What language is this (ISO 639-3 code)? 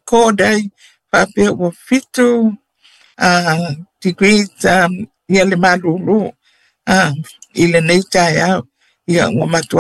smo